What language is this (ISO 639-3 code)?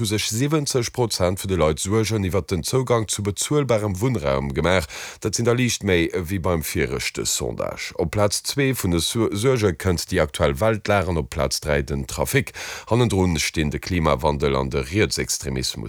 ltz